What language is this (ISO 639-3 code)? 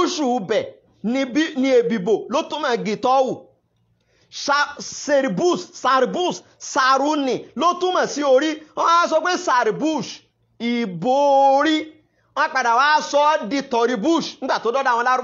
yor